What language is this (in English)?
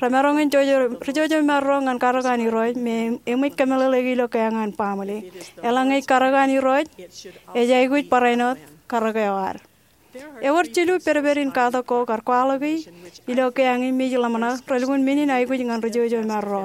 Marshallese